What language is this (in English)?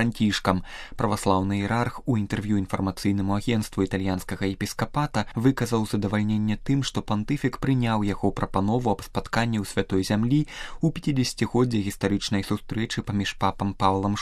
Belarusian